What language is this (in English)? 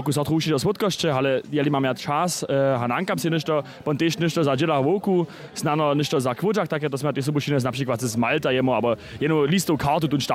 Upper Sorbian